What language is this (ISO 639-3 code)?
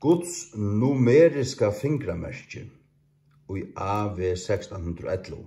fao